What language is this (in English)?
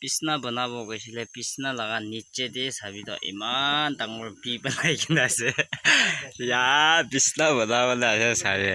Naga Pidgin